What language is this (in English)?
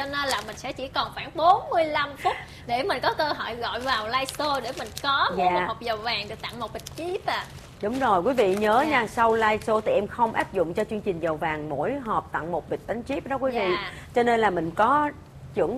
Vietnamese